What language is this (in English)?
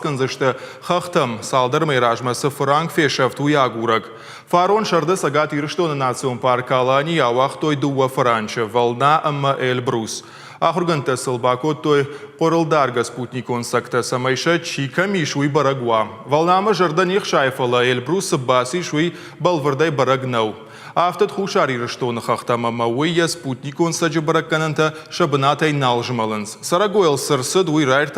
Ossetic